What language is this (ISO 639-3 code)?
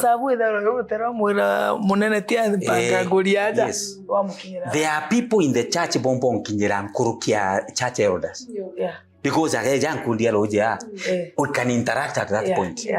mer